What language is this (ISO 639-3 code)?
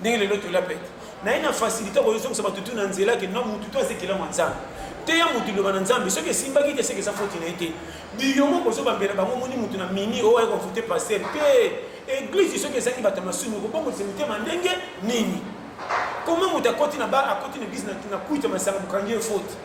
lin